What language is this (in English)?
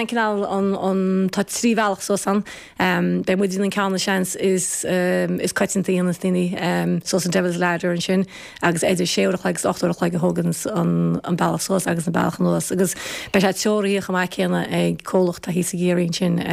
Irish